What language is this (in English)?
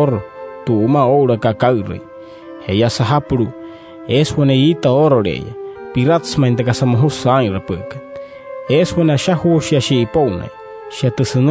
Wayuu